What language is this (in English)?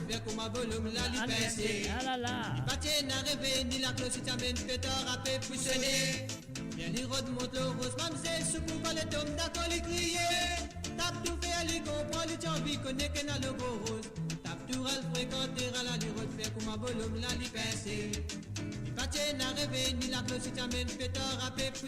Morisyen